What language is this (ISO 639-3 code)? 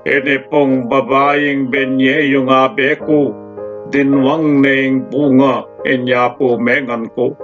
pam